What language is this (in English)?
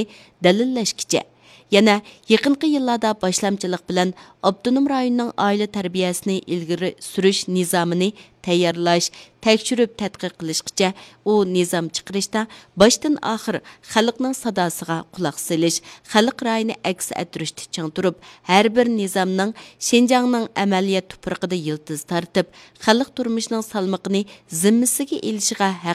Uyghur